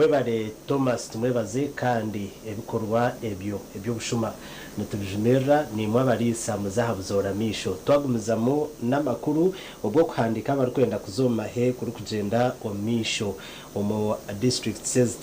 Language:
Nyankole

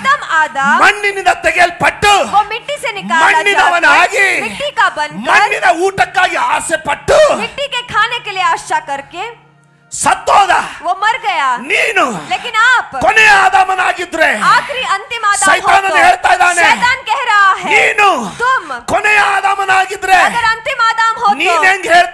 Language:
Kannada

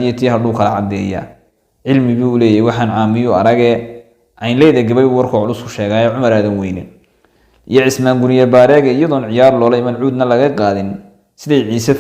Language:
Somali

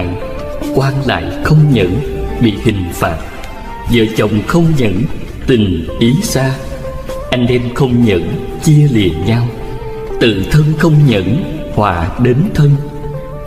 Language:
Vietnamese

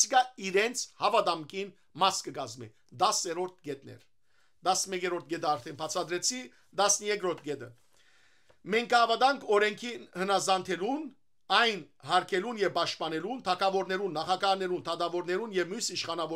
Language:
Western Armenian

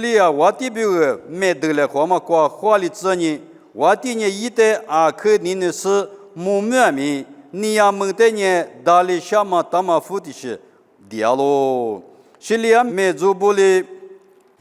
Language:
Lisu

